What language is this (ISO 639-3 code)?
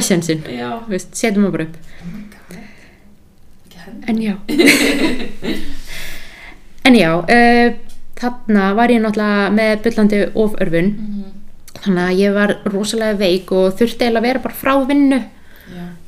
isl